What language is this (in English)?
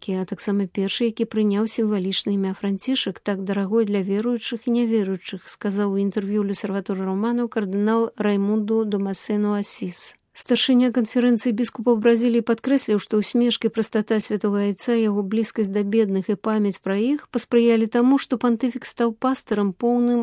Belarusian